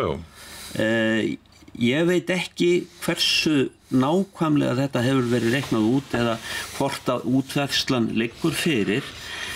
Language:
Icelandic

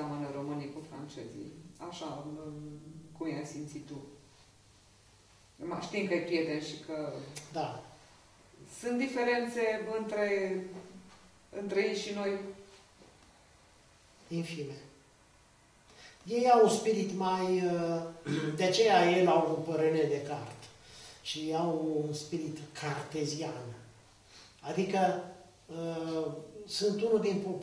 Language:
Romanian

